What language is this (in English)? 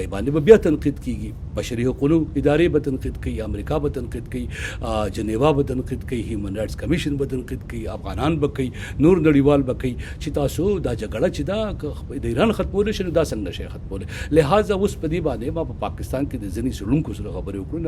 Pashto